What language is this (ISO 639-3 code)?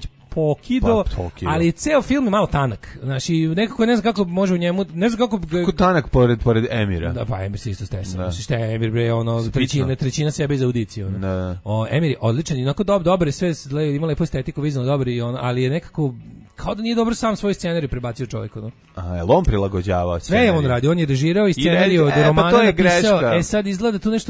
srp